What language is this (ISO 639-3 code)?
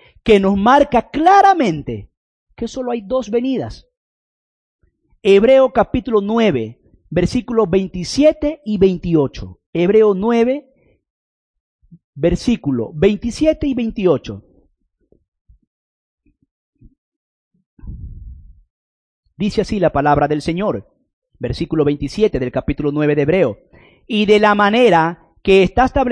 spa